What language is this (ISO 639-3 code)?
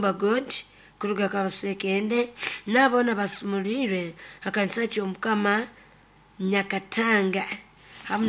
nyo